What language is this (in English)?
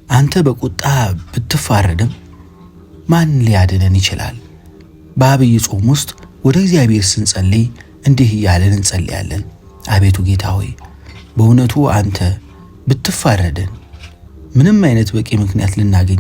Amharic